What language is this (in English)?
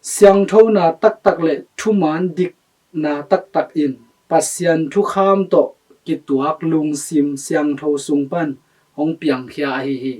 Tedim Chin